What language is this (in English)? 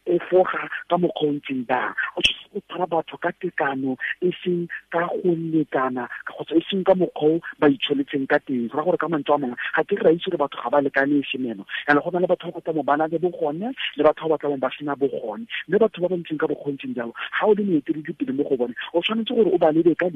Tswana